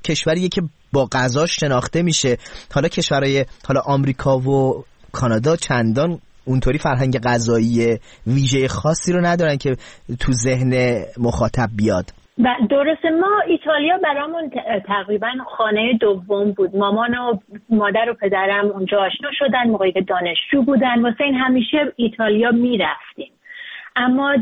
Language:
Persian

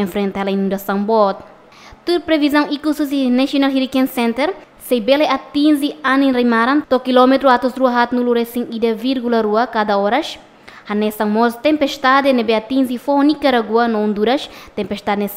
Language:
Tetum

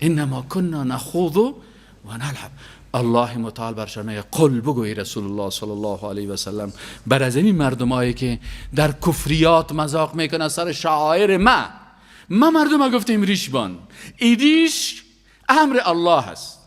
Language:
Persian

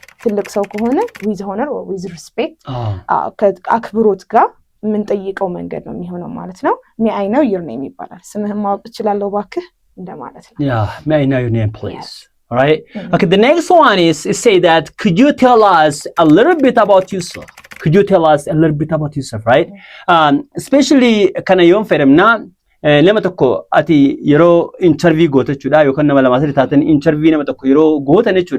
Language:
Oromo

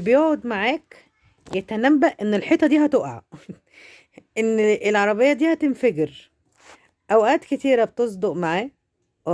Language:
Egyptian Arabic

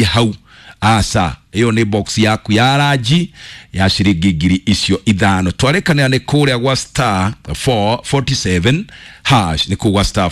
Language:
Kikuyu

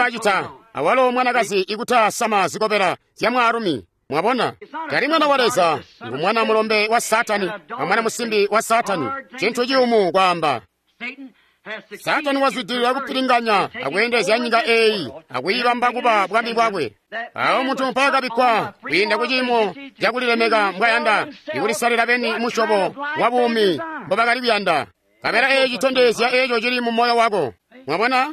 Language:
Tonga (Zambia)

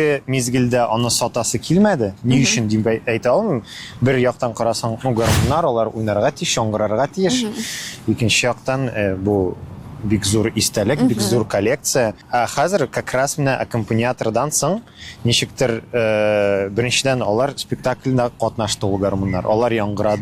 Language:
Tatar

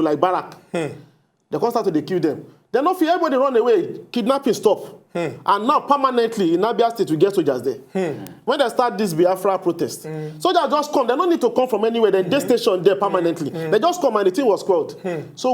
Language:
Nigerian Pidgin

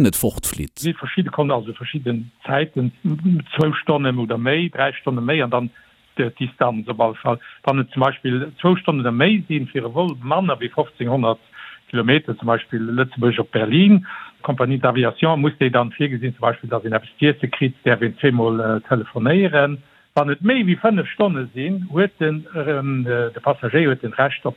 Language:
Luxembourgish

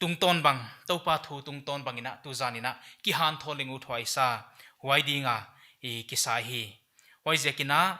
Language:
Paite Chin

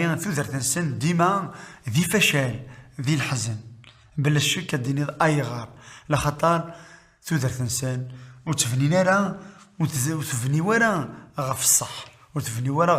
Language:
Kabyle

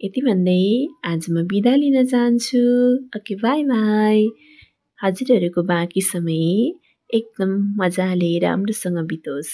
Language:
Nepali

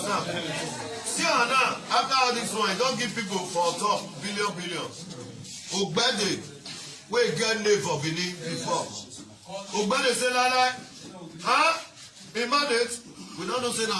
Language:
Nigerian Pidgin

